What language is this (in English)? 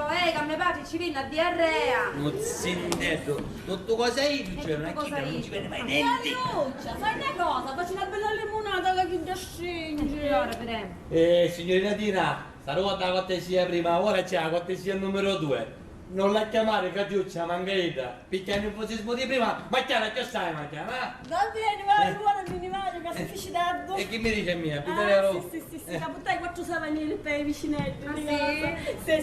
Sicilian